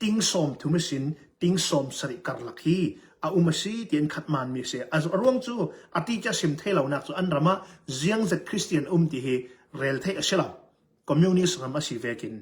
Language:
Hakha Chin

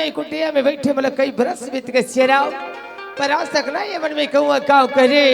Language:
Chhattisgarhi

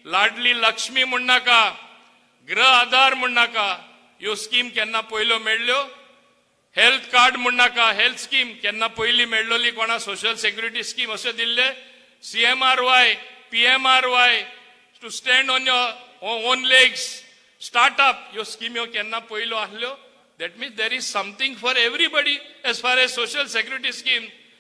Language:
Konkani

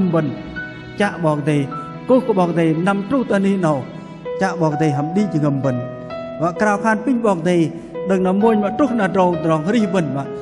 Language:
Bahnar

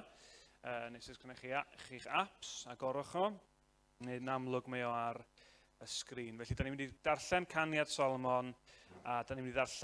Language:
Welsh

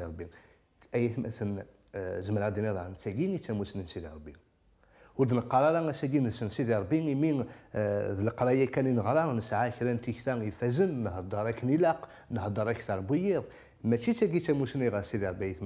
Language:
Kabyle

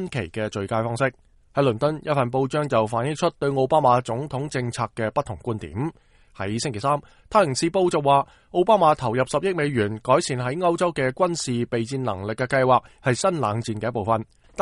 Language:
Cantonese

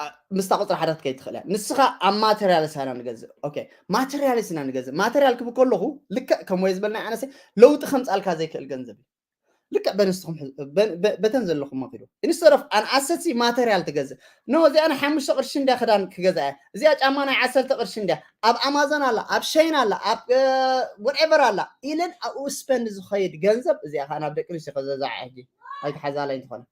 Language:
Tigrinya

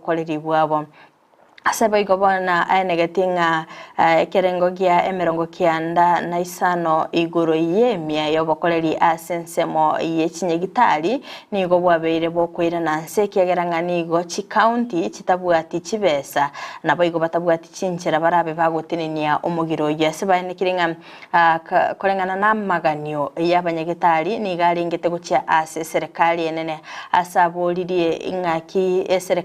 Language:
Gusii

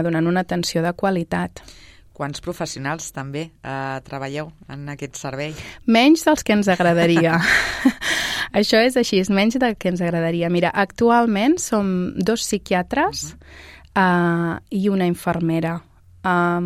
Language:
Catalan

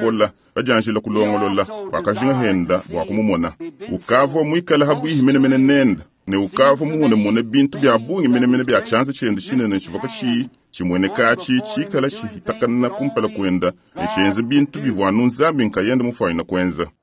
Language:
Luba-Lulua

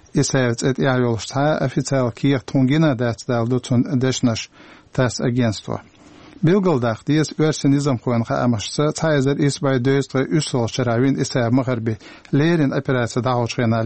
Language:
Chechen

